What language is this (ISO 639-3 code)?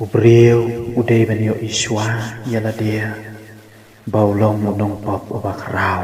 kha